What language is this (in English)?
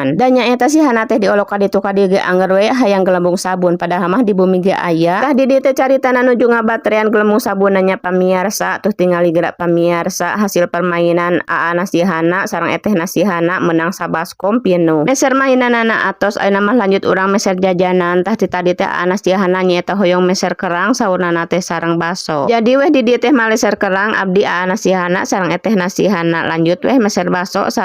Sundanese